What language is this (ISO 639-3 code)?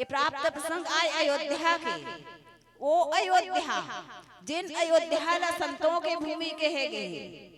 hne